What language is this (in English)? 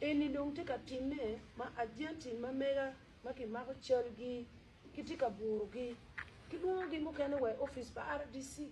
Acoli